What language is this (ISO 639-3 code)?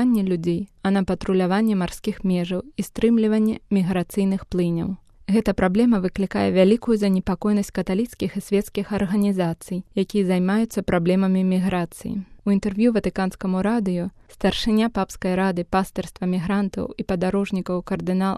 bel